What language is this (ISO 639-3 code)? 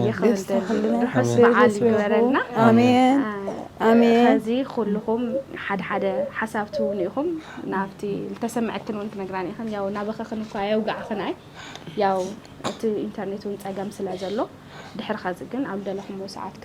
tir